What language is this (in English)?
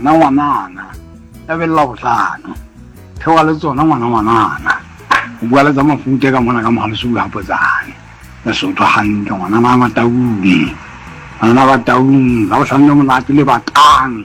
Southern Sotho